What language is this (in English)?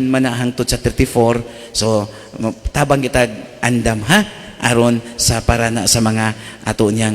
Cebuano